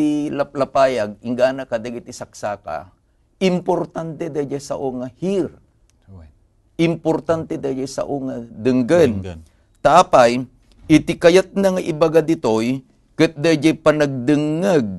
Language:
Iloko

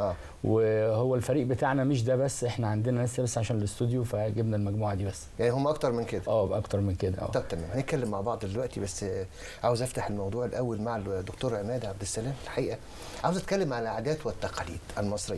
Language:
Egyptian Arabic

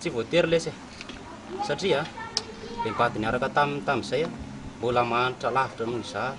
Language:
Malagasy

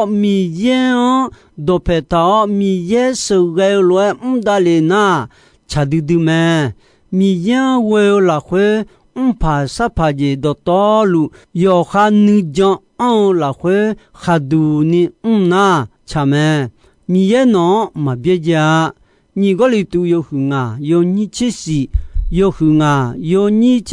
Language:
Akha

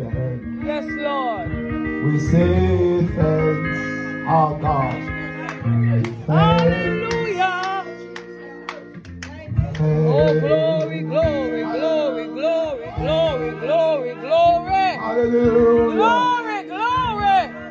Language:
English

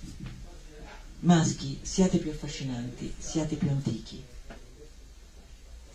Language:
Italian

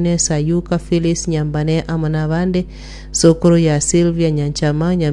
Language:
Gusii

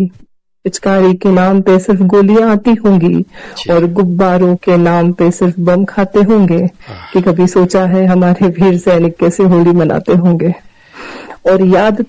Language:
Hindi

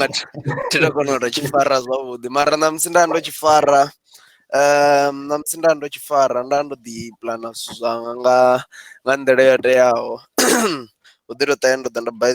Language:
Venda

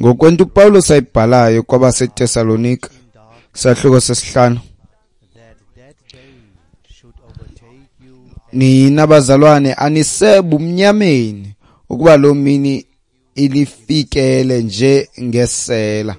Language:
Xhosa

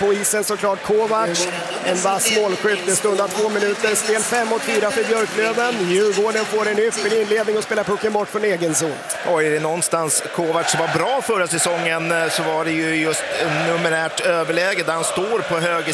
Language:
Swedish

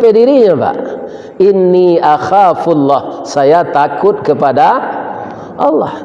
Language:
Minangkabau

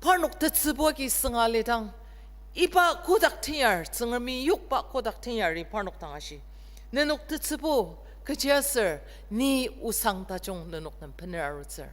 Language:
Ao Naga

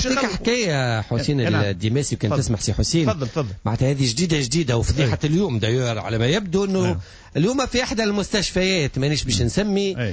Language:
Tunisian Arabic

